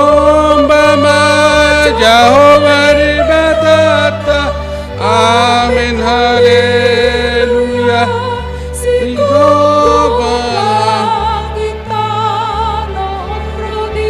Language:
Batak Toba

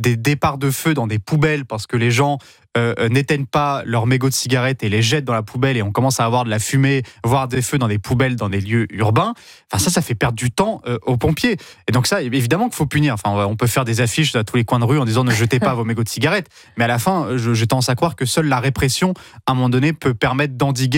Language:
French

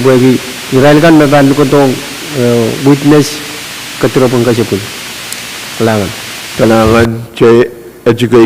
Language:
Pohnpeian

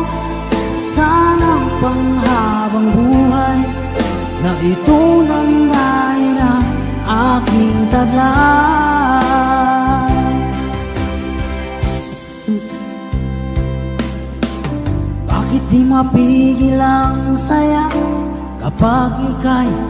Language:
Filipino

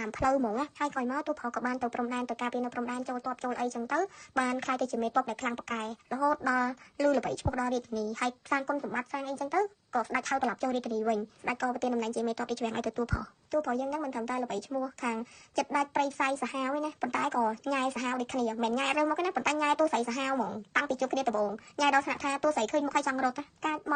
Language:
Khmer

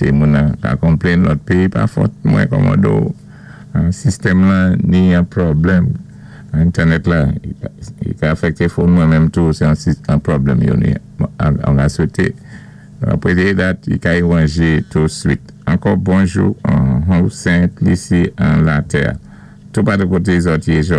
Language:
Saint Lucian Creole French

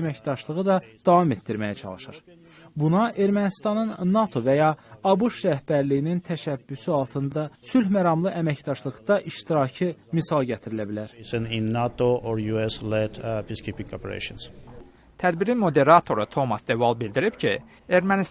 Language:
Azerbaijani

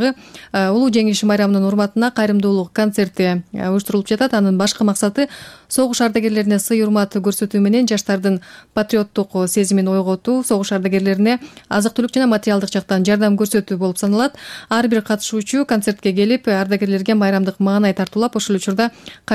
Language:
Kyrgyz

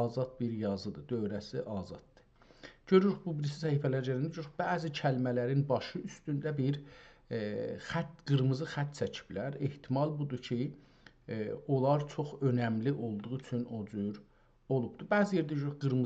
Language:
South Azerbaijani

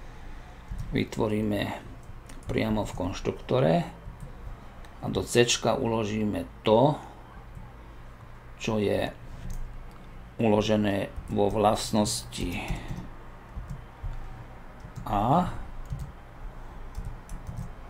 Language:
Slovak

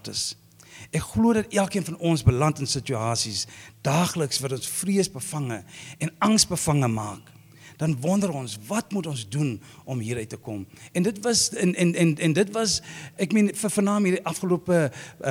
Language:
Afrikaans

